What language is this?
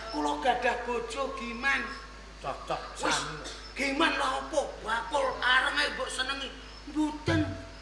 Javanese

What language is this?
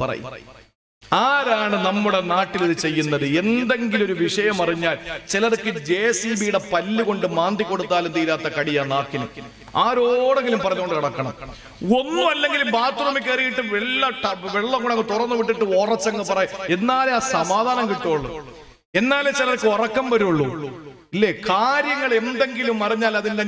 Malayalam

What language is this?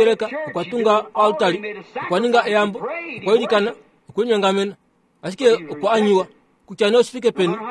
Kuanyama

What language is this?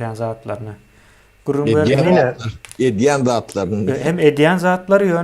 Turkmen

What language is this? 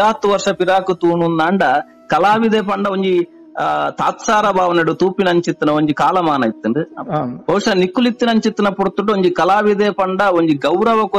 Tulu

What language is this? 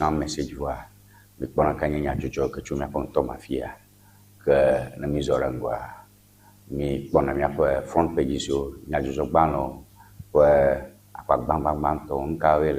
Ewe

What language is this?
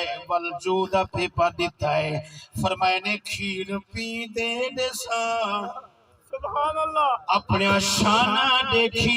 Saraiki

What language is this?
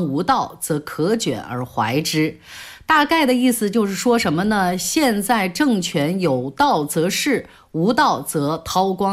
Chinese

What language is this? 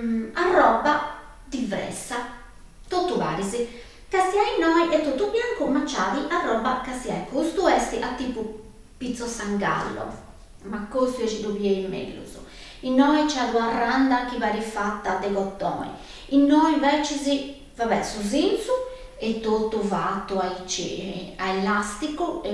Sardinian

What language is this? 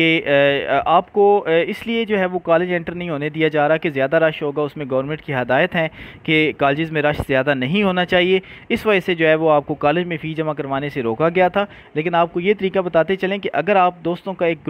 Urdu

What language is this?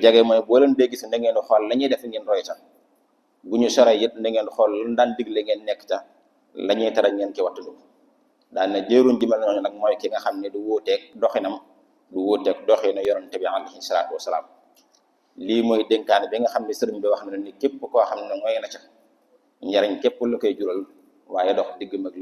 Wolof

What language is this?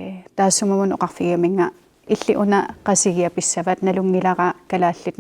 Kalaallisut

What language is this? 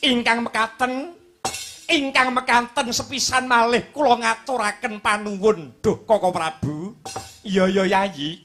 Javanese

